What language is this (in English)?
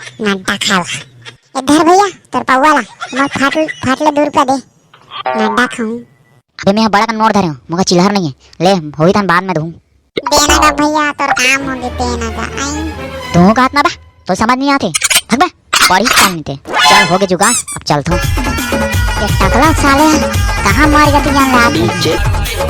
Chhattisgarhi